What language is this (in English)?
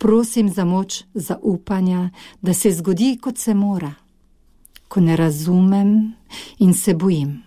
Slovenian